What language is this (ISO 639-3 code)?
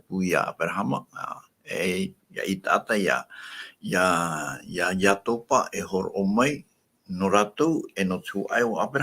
tah